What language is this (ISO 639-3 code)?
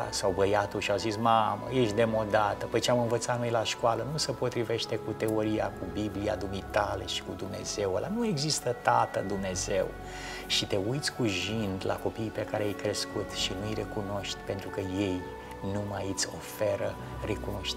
ron